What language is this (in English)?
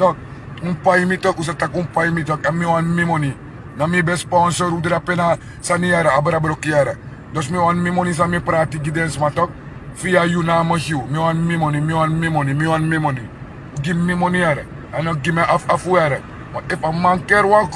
Sranan Tongo